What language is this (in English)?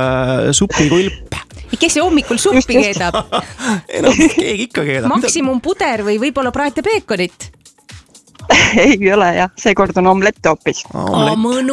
Estonian